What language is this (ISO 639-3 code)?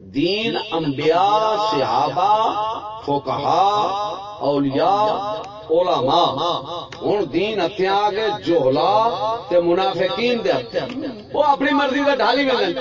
skr